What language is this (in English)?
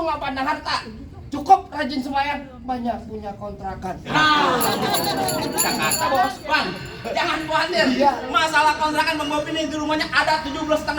Betawi